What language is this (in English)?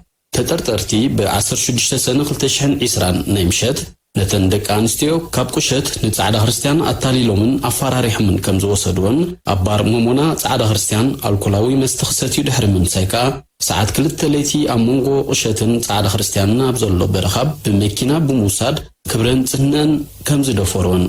Tigrinya